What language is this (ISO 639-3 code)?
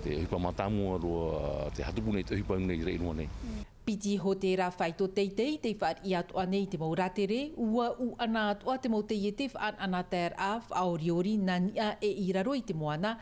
tah